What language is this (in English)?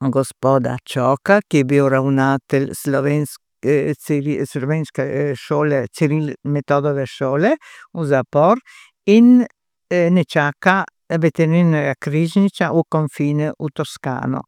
Slovenian